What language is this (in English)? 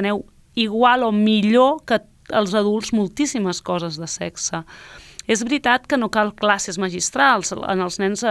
Catalan